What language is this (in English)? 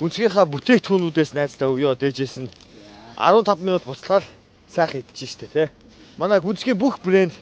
Mongolian